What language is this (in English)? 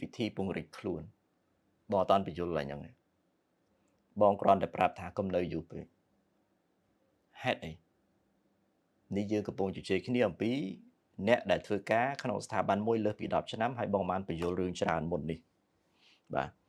Khmer